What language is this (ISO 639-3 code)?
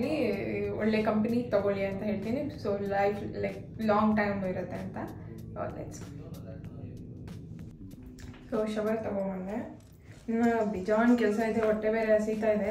kan